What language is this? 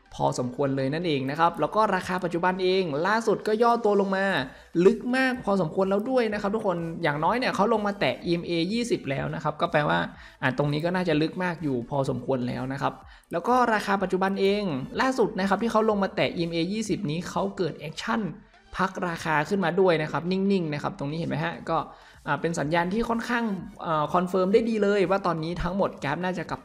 Thai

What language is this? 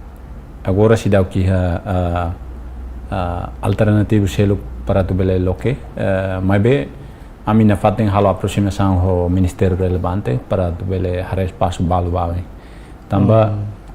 Tetum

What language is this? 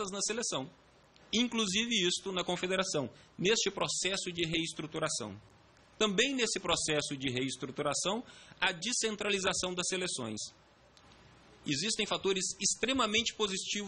Portuguese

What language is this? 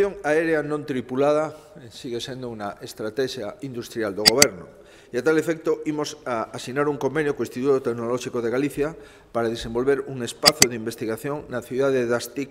Galician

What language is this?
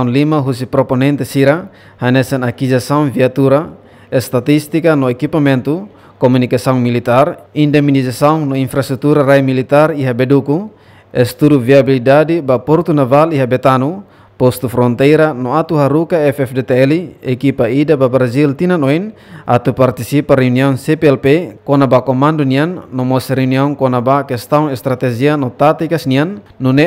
Tetum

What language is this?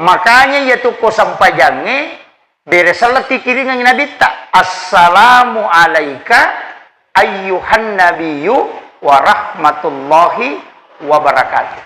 Buginese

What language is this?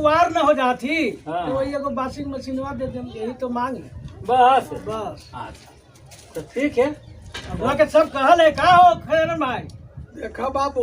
Magahi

